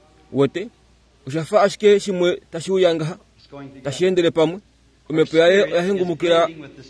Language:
Kuanyama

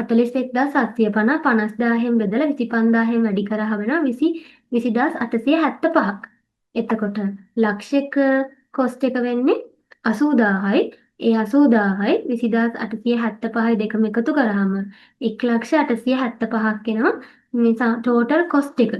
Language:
Sinhala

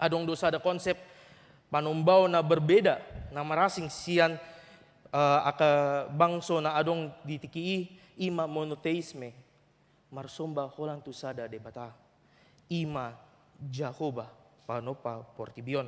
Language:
Batak Toba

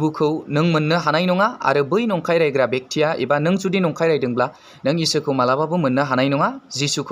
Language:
Bodo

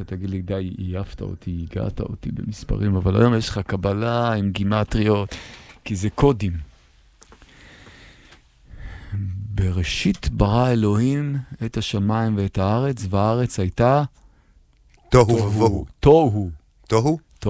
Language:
Hebrew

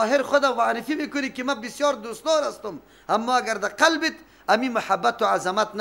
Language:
Persian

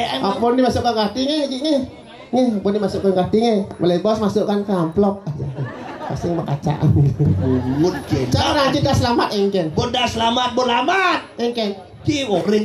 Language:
Balinese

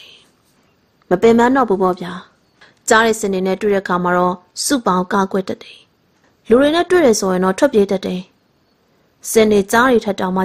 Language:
Burmese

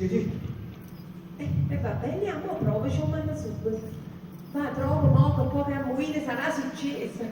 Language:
Neapolitan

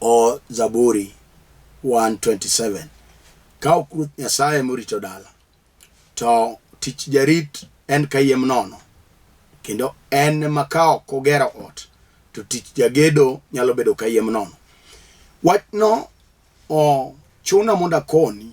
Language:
Luo (Kenya and Tanzania)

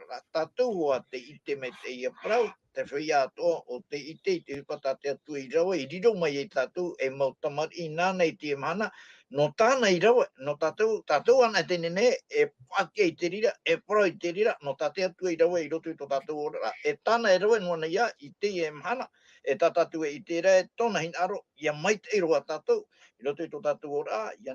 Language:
Tahitian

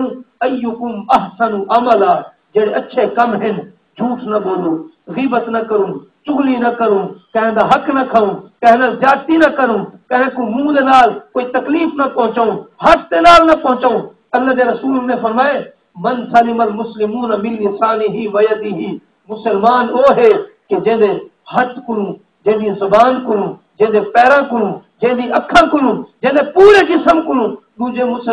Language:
Saraiki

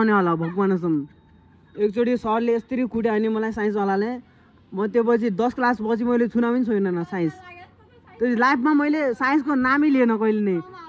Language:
Nepali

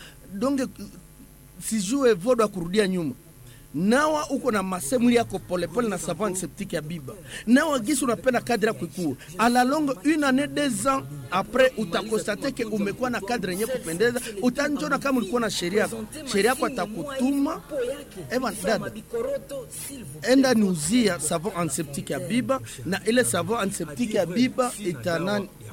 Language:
Swahili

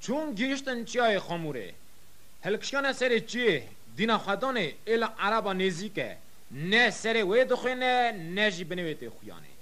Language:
Kurdish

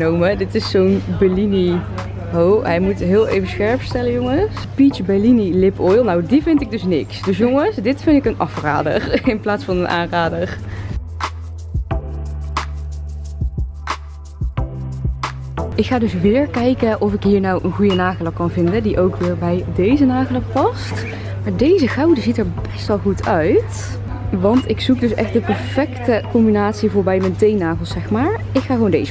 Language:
Dutch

